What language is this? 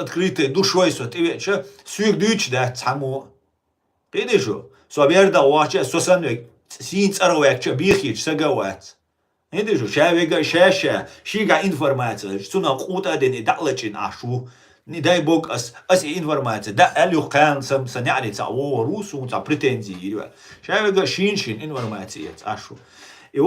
Chechen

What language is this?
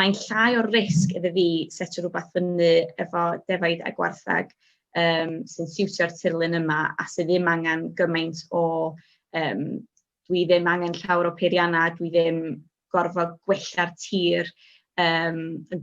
Welsh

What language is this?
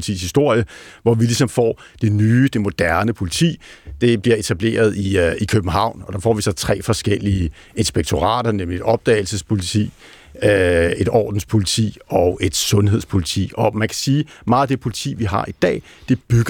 Danish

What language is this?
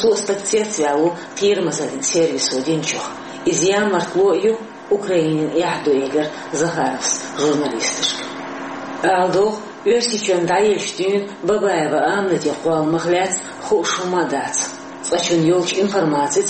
Chechen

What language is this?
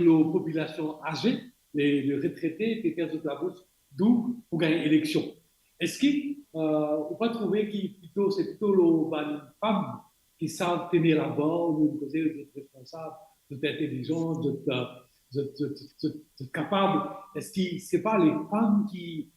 Morisyen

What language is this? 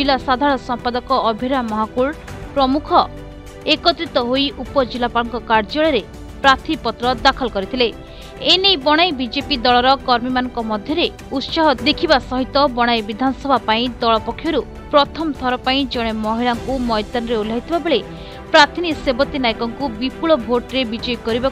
Odia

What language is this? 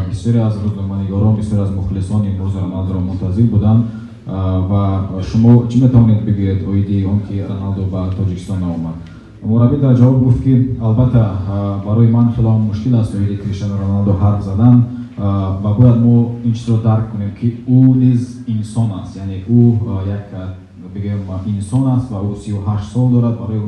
Tajik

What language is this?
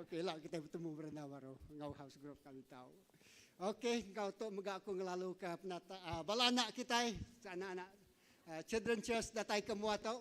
Iban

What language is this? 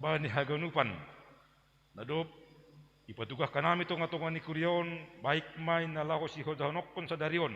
Batak Simalungun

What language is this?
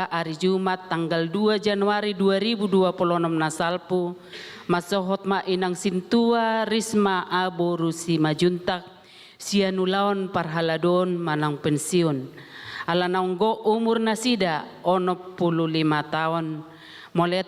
Batak Toba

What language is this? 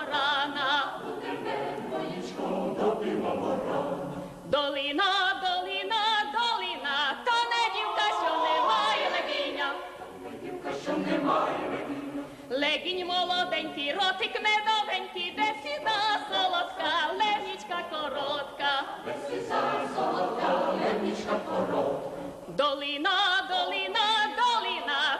Rusyn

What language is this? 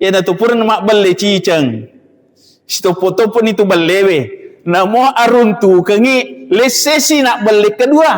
Buginese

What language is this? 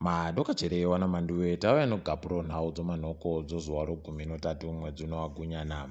Ndau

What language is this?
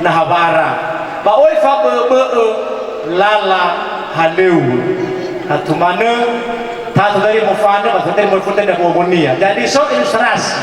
Nias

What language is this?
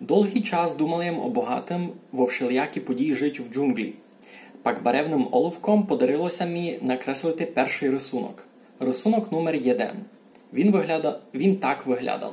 Rusyn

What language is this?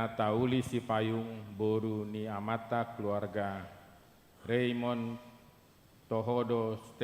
Batak Toba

